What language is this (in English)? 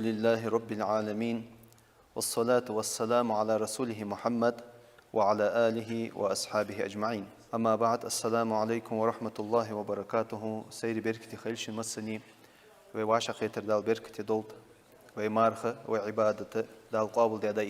Ingush